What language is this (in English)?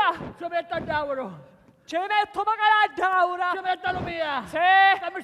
Sicilian